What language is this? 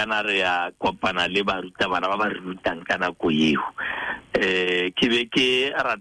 Tswana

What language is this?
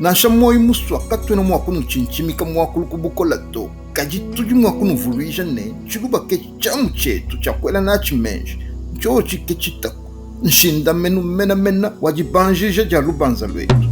Luba-Lulua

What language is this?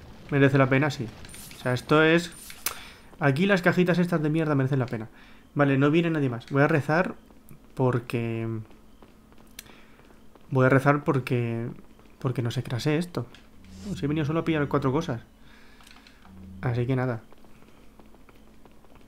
Spanish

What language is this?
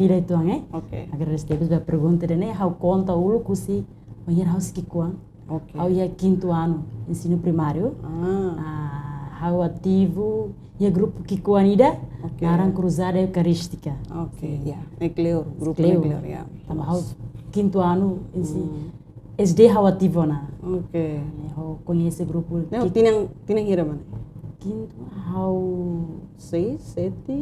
Tetum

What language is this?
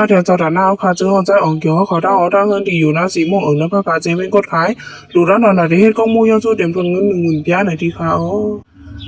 Shan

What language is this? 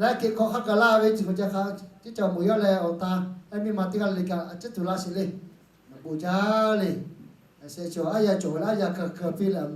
Lahu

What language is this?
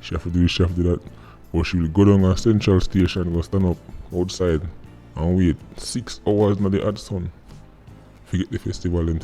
Jamaican Creole English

